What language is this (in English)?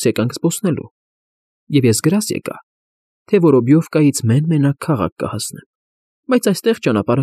Armenian